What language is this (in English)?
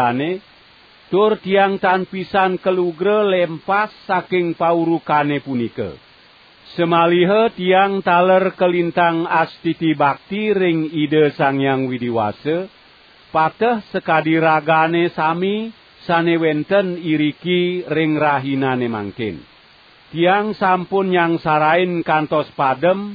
Balinese